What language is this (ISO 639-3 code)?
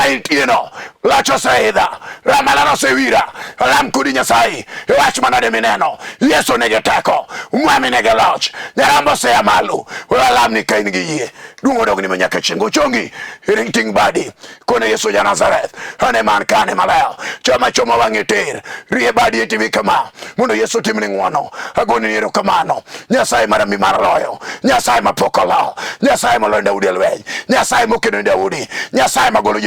luo